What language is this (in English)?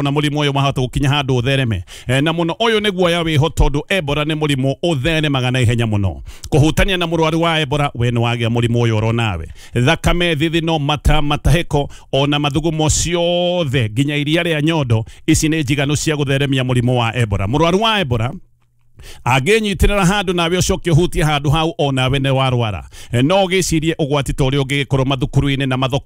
Kikuyu